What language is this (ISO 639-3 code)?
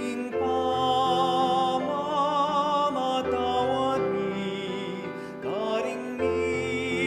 pam